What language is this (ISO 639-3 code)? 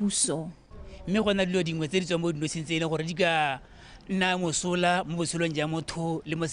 tsn